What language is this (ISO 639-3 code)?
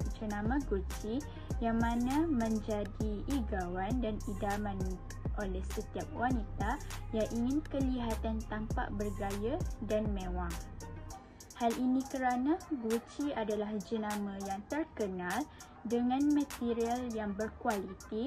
msa